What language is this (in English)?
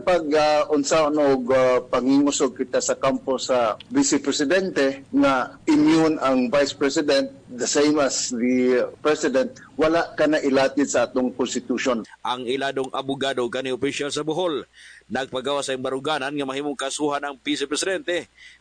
Cebuano